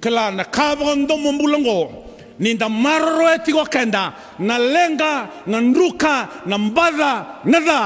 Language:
Fijian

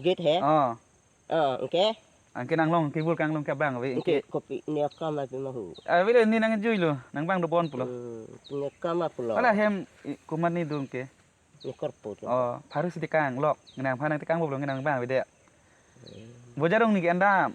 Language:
Karbi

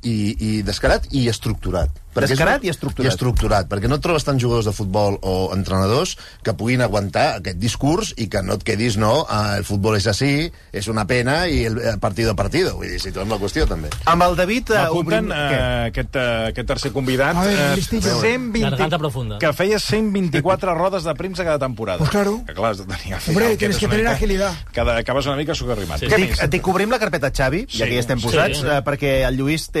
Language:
Catalan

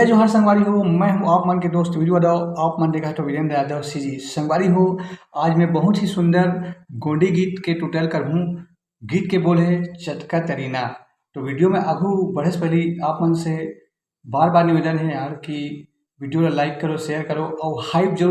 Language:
Chhattisgarhi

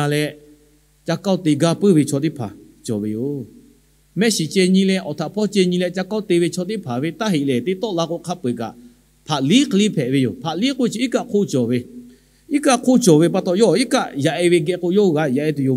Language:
Lahu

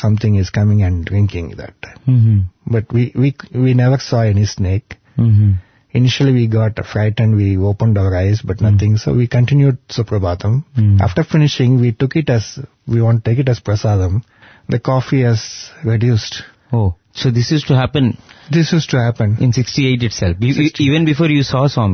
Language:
English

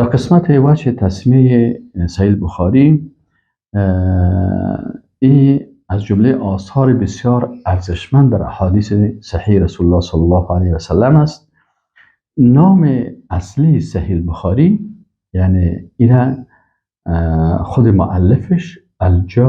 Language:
Persian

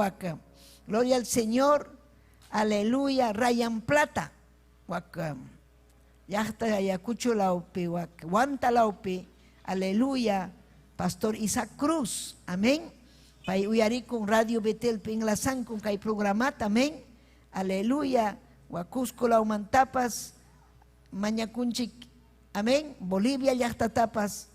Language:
Ayacucho Quechua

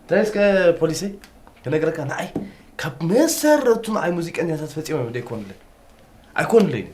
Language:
Tigrinya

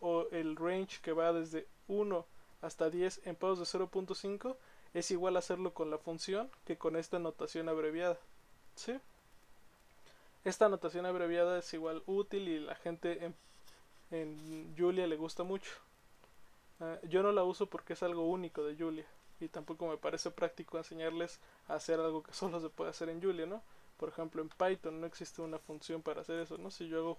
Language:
Spanish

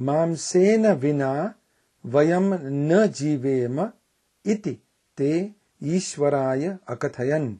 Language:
Sanskrit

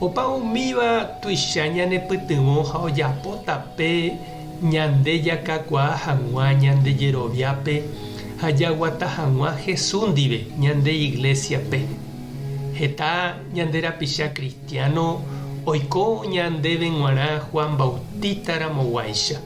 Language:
Guarani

